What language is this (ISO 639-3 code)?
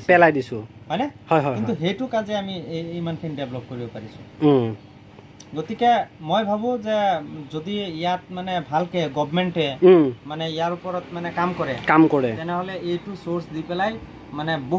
asm